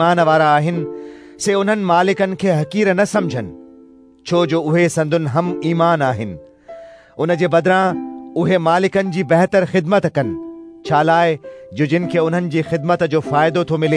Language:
Sindhi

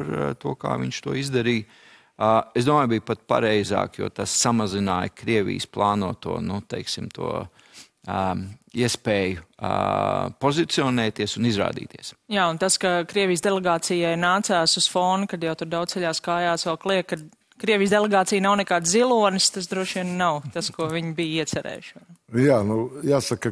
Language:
Latvian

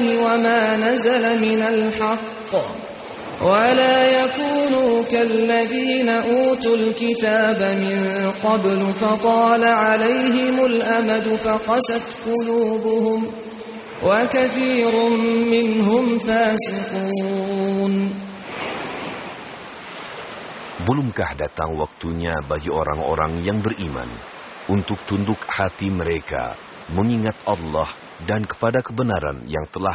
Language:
Indonesian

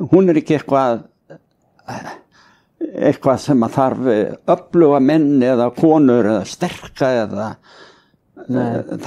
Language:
Icelandic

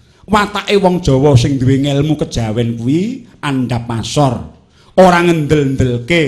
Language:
Javanese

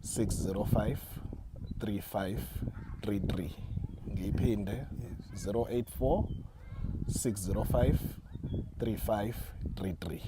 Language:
Zulu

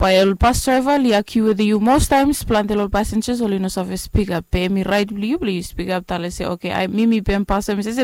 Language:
Bislama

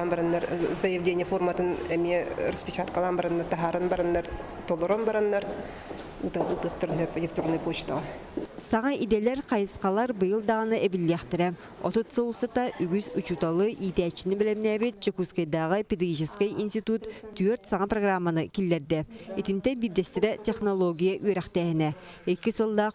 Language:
Yakut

